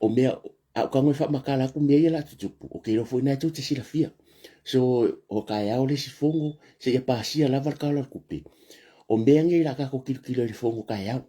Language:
Samoan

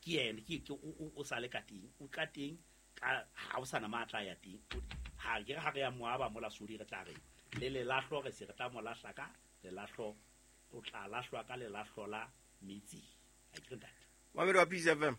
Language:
Southern Sotho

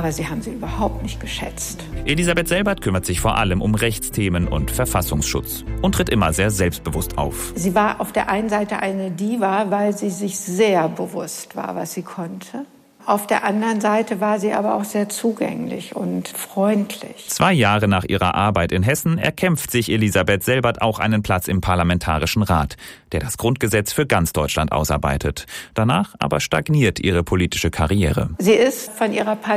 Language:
German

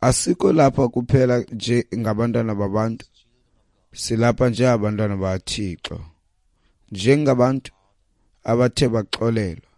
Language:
Xhosa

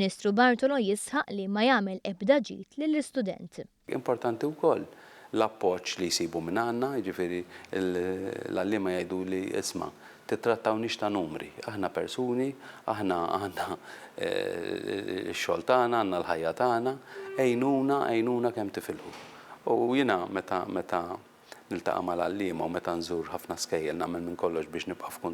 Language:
Maltese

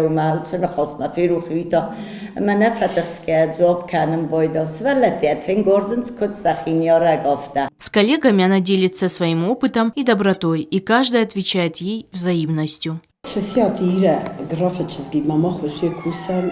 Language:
Ossetic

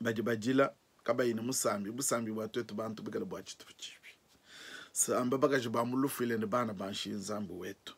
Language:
Luba-Lulua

